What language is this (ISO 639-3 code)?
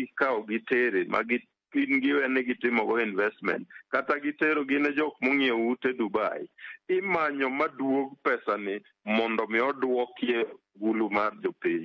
luo